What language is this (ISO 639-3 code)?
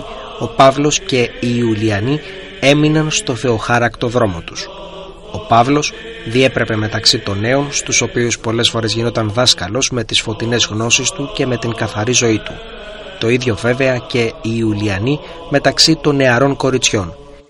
ell